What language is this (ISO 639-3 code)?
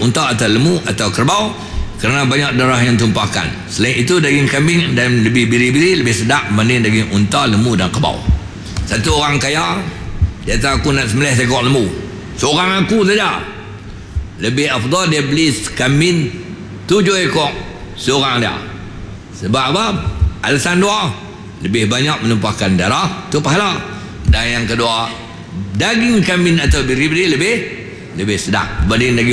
msa